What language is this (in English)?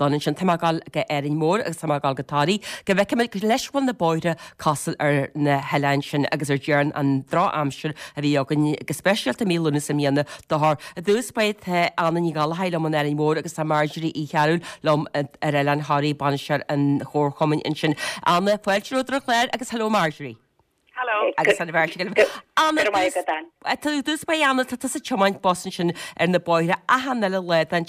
Irish